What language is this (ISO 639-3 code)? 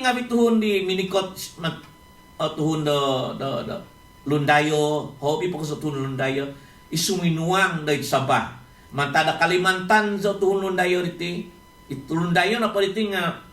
dtp